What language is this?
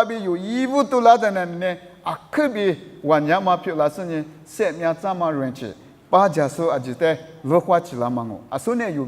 Lisu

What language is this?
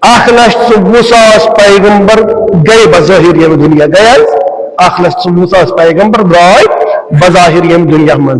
Kashmiri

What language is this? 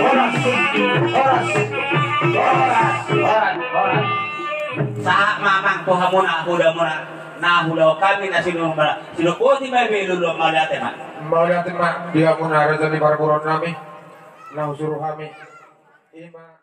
Batak Toba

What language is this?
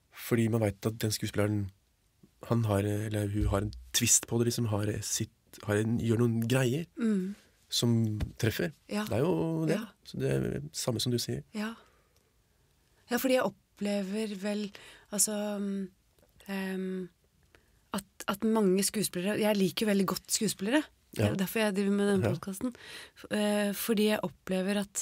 Norwegian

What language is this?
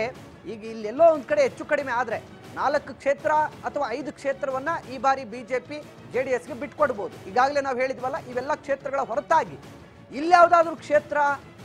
Kannada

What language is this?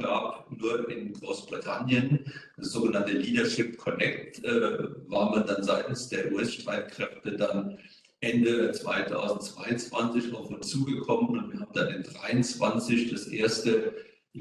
German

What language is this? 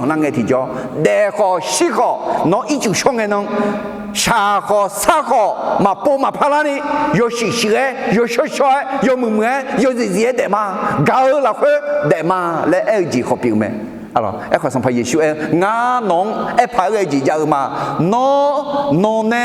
Akha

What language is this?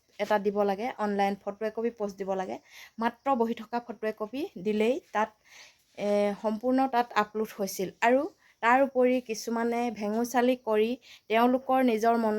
Assamese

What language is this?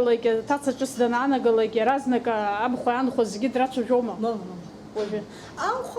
Abkhazian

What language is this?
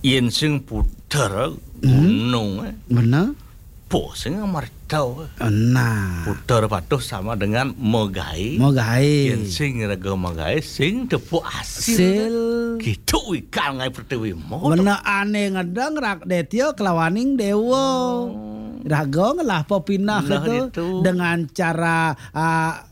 Balinese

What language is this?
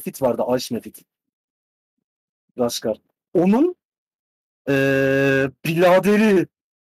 Turkish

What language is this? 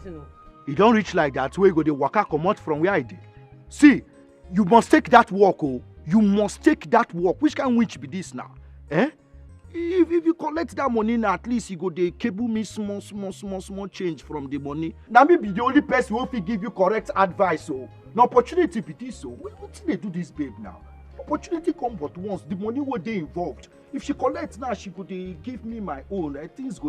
Nigerian Pidgin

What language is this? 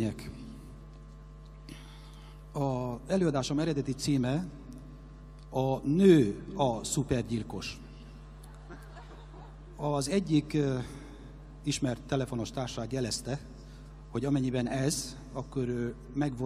Hungarian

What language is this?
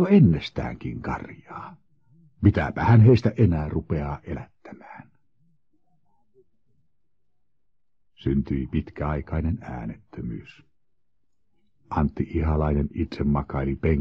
Finnish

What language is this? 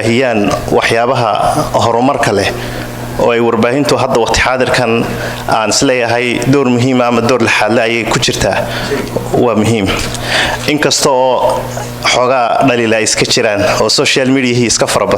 Somali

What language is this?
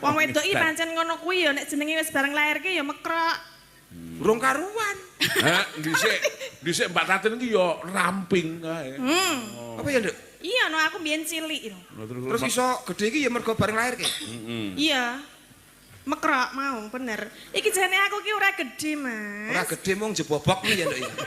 Javanese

